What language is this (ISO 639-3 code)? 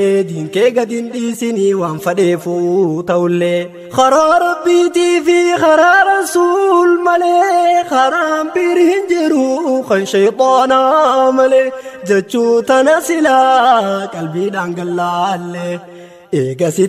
orm